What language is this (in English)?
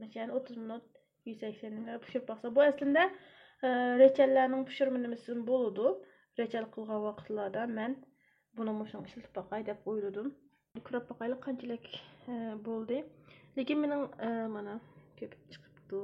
Uyghur